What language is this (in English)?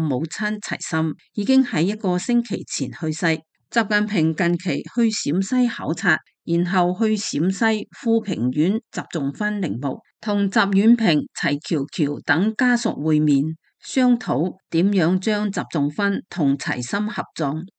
Cantonese